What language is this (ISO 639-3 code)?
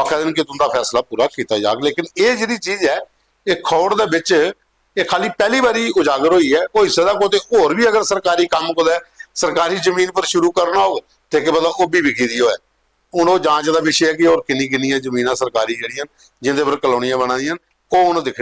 doi